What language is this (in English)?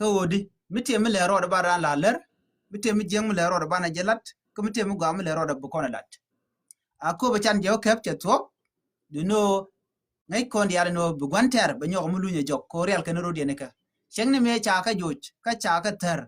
Nuer